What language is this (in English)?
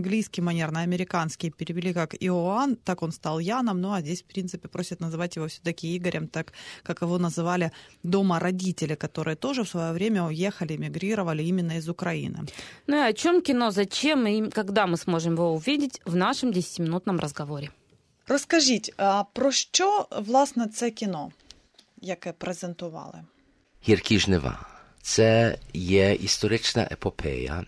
Ukrainian